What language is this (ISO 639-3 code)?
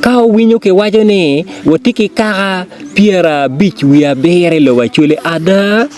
ach